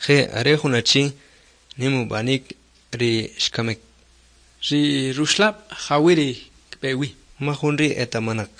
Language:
Kʼicheʼ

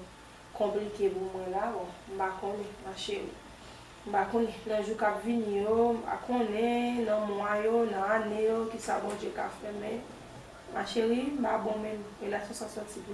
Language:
Haitian Creole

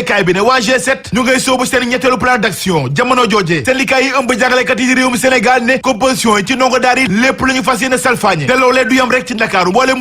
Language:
Wolof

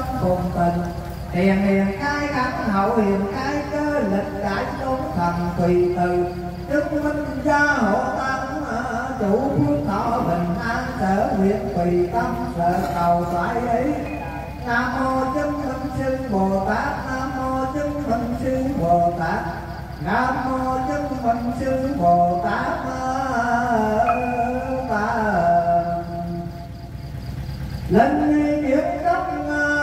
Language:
Vietnamese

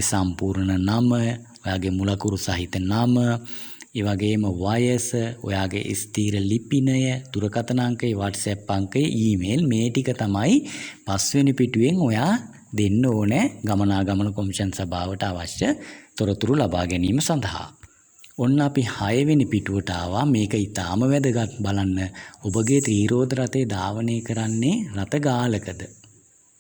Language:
Sinhala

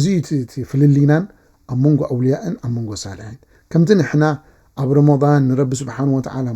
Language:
Tigrinya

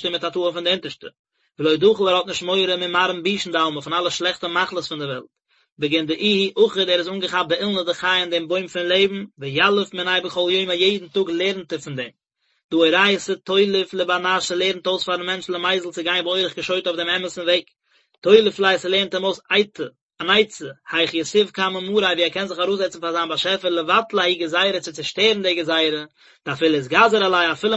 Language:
Yiddish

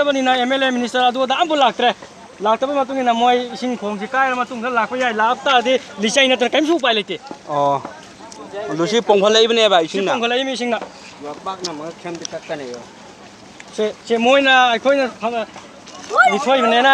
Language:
Manipuri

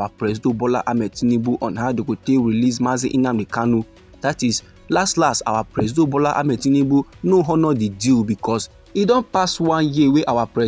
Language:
Nigerian Pidgin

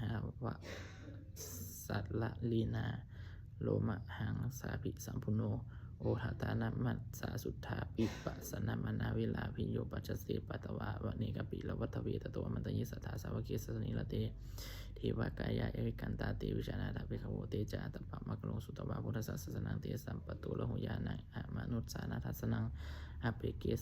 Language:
Pali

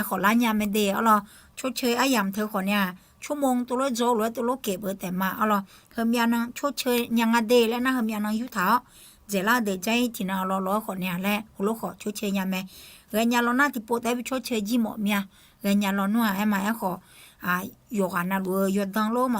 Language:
Akha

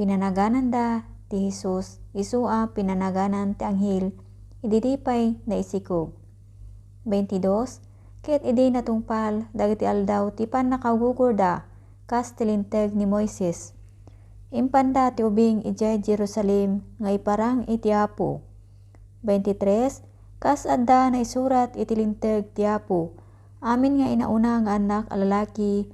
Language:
Iloko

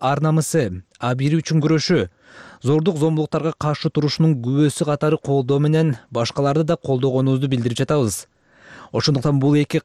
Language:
Kyrgyz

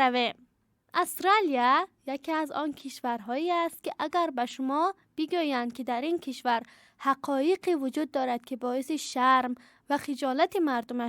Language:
Tajik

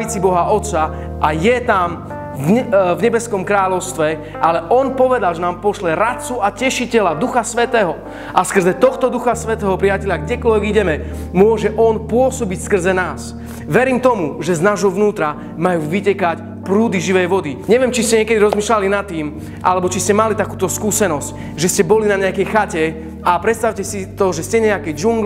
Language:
Slovak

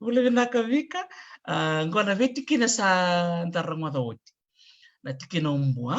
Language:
Fijian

